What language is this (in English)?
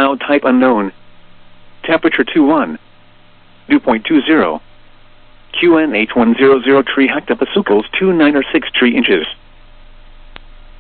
English